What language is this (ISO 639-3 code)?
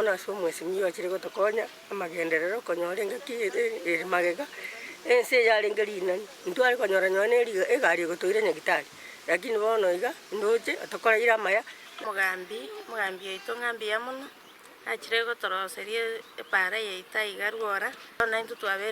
guz